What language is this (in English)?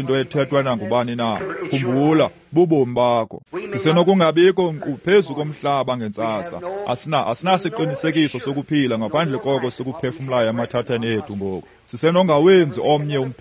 Xhosa